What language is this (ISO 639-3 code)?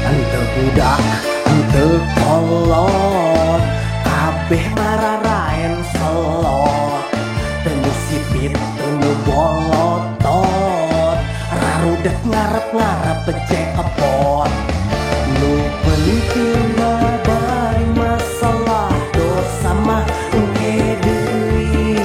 sun